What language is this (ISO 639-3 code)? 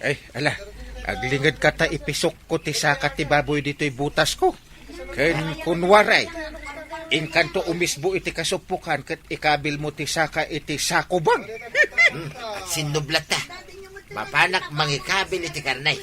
ilo